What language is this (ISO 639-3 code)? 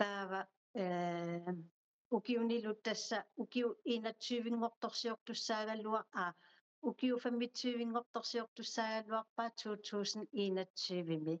kal